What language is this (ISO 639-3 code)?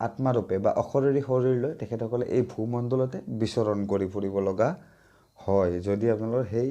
asm